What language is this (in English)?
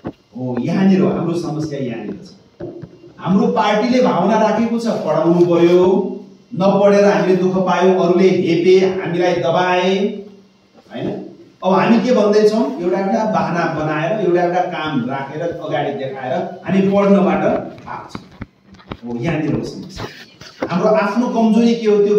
Nepali